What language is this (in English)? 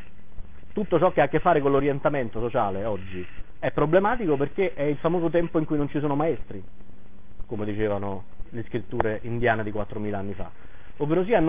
Italian